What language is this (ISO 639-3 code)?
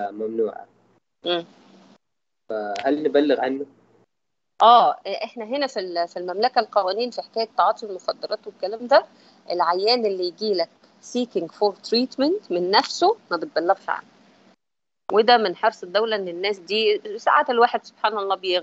arz